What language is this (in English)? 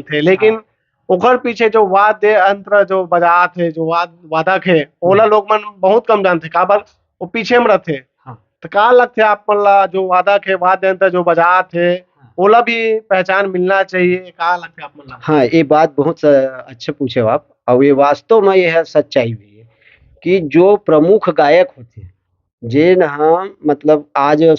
Chhattisgarhi